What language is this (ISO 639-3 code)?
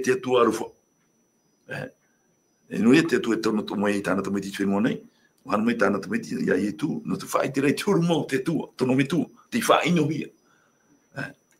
tah